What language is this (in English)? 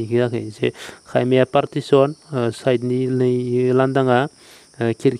Bodo